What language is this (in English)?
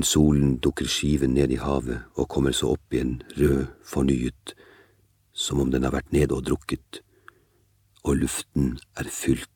Norwegian